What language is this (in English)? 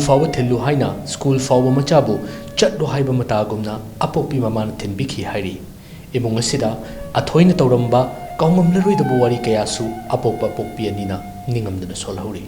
Manipuri